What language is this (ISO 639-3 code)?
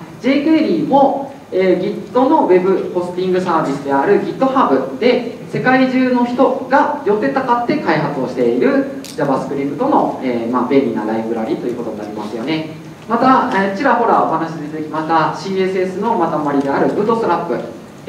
jpn